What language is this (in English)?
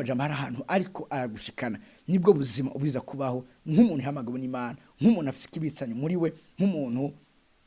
Rundi